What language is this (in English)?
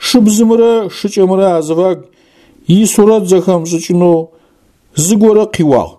Adyghe